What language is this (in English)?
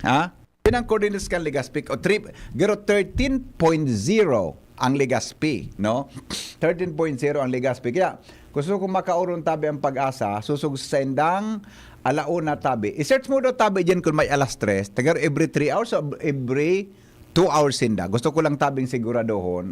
Bikol